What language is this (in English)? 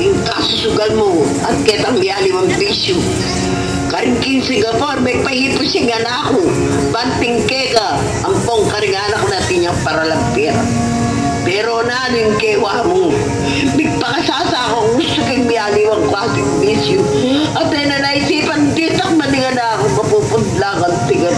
Pampanga